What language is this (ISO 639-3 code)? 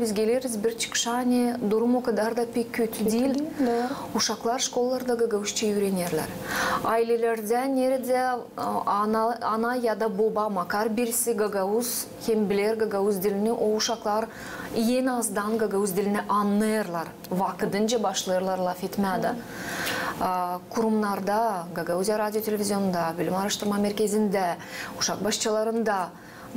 gag